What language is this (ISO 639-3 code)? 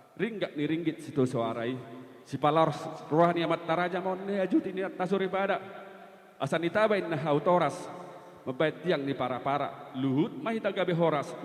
bbc